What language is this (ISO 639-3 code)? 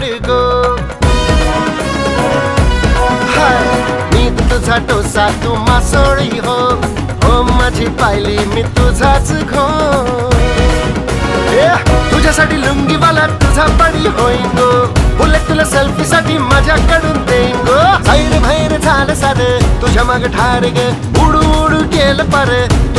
mar